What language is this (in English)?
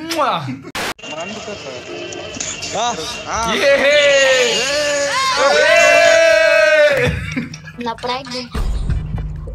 Bulgarian